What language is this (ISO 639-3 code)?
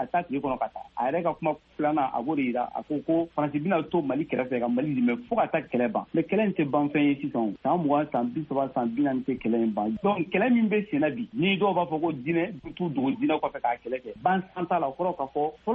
bam